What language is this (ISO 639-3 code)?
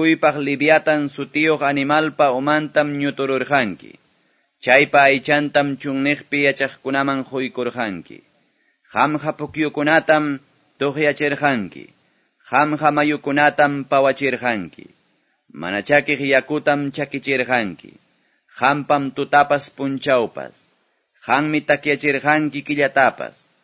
que